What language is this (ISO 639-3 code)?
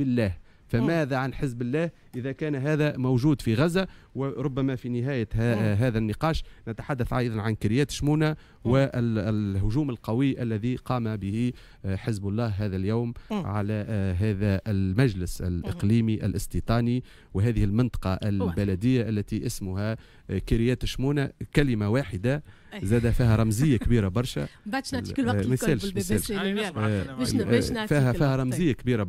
aeb